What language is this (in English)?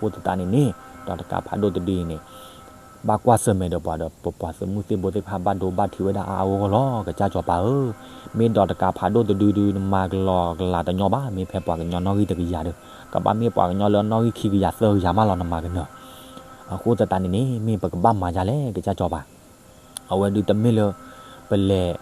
S'gaw Karen